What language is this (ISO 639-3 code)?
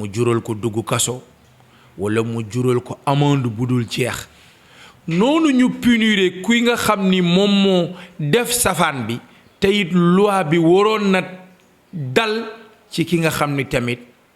wol